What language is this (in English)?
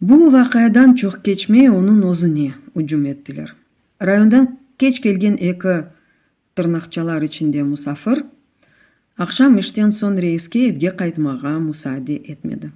Crimean Tatar